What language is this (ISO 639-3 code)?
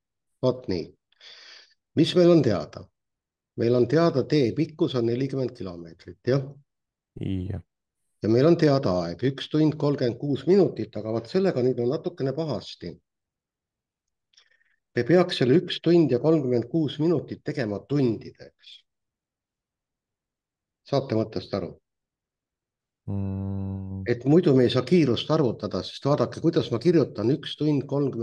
est